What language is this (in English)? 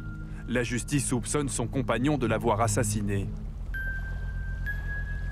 French